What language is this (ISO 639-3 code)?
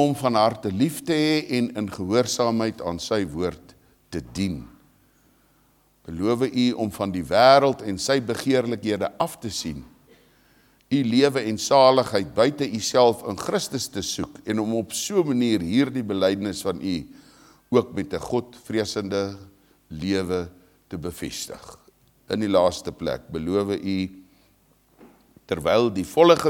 afr